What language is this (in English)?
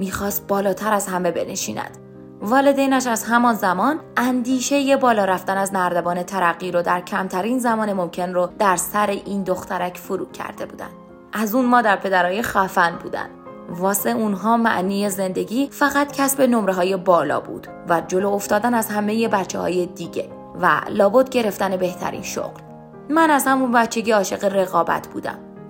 Persian